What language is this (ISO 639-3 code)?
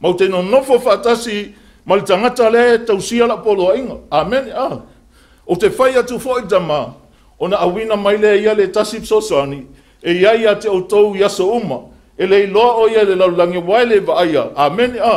smo